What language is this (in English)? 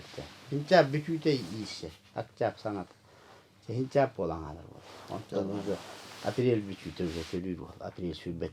Yakut